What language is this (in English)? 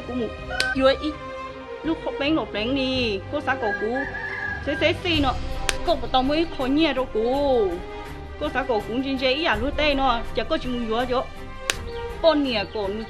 Hmong